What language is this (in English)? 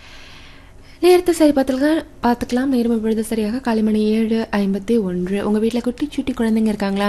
Tamil